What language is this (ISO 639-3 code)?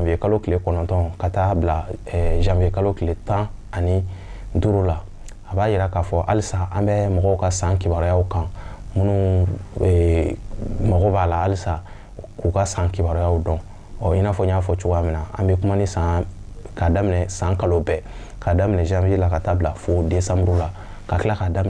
bam